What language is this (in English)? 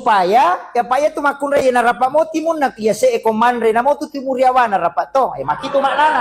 Buginese